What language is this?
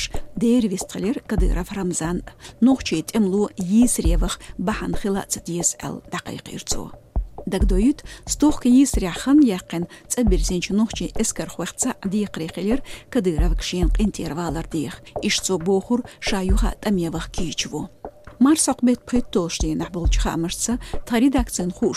Chechen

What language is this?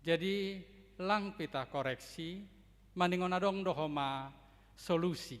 Batak Simalungun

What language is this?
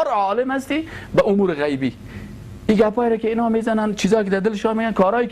Persian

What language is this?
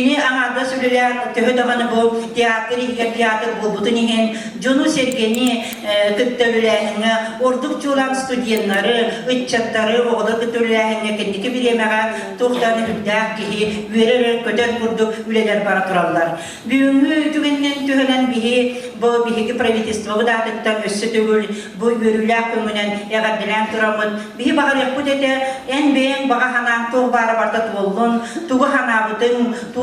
Yakut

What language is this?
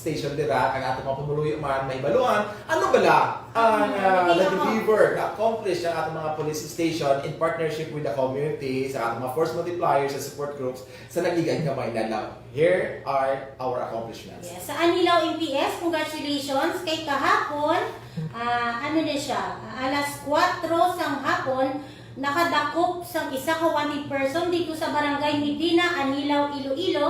Hiligaynon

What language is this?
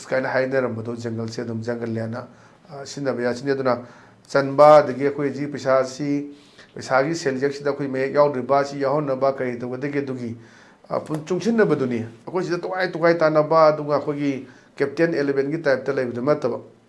Manipuri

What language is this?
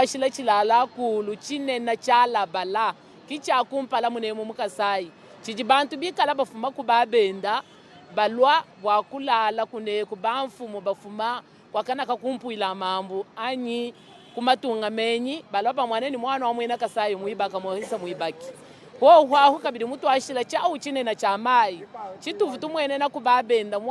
Luba-Lulua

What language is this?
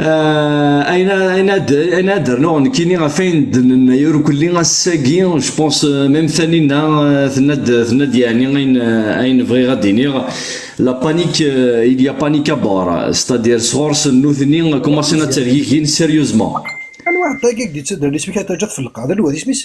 Kabyle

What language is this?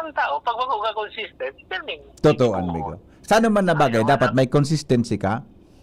Bikol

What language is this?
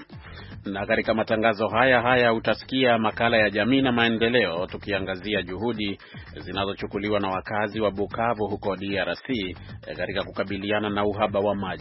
Swahili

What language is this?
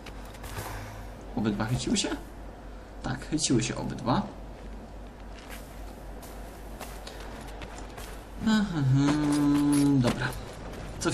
Polish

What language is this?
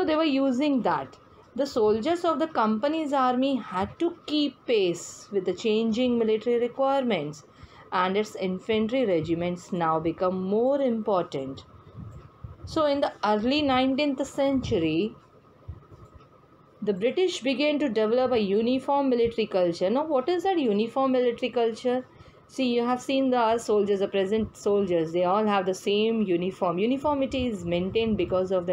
English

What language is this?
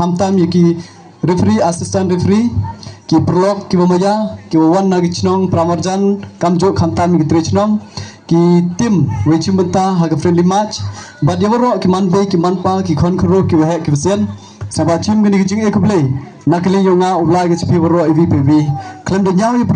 Pnar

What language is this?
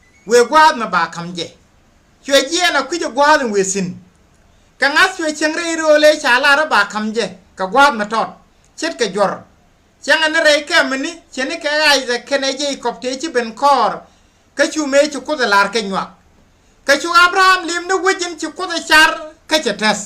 Nuer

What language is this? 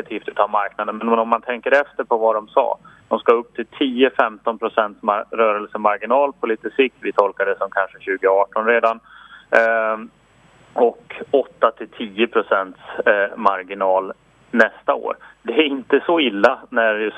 Swedish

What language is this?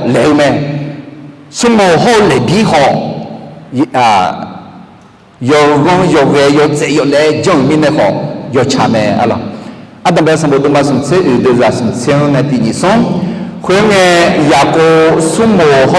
Akha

